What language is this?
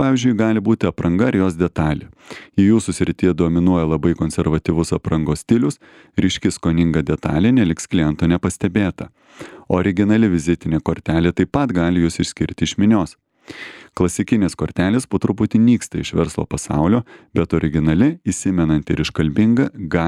Lithuanian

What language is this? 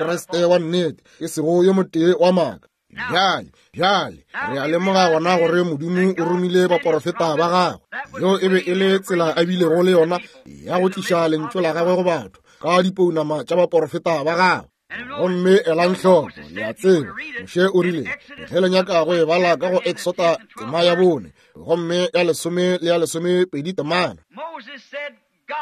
Northern Sotho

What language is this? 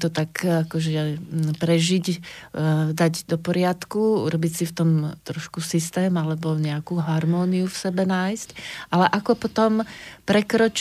Slovak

